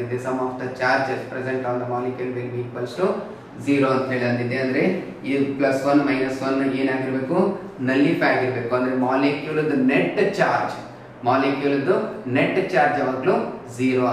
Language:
Kannada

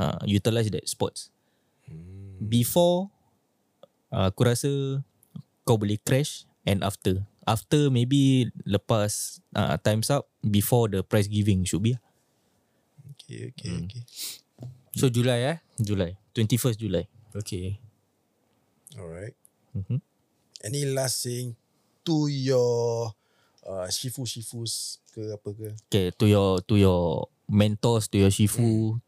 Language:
Malay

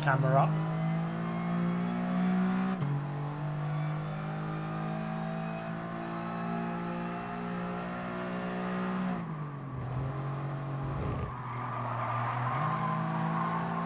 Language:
English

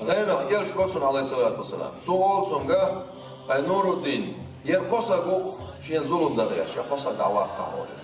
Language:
Chechen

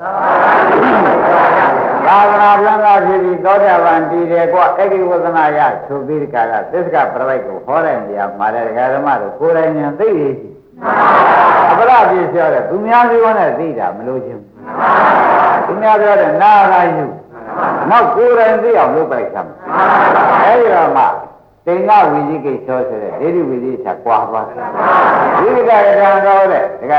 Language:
Burmese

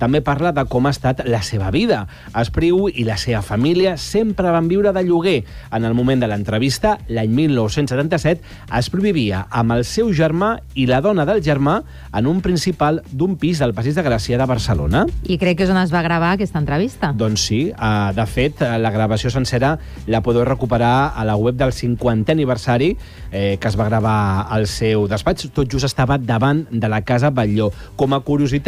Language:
Catalan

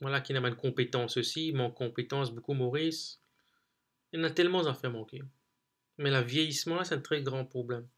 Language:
Morisyen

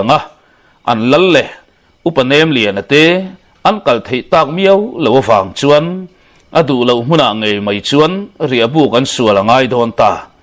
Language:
Mizo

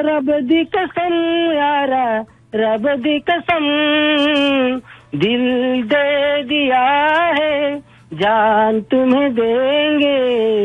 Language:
Odia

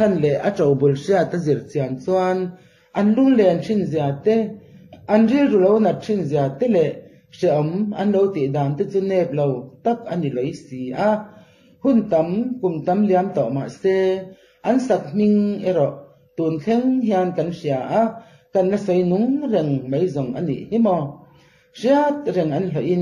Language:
Mizo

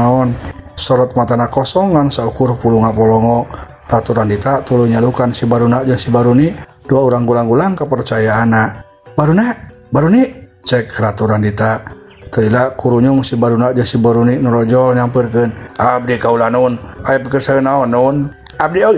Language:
Sundanese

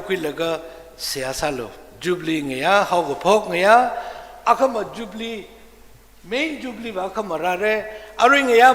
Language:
Tangkhul Naga (India)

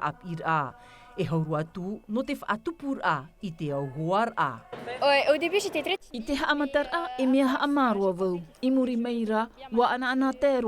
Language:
Tahitian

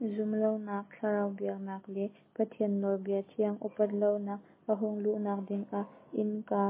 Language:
Hakha Chin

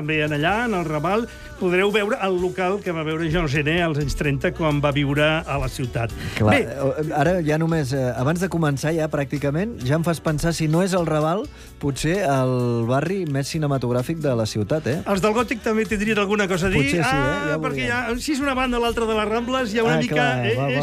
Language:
Catalan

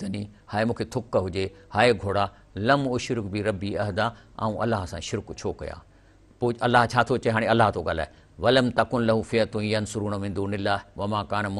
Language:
Sindhi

